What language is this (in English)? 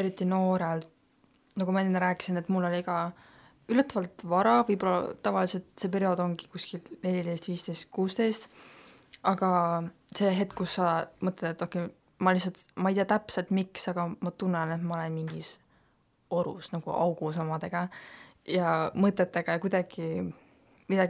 Estonian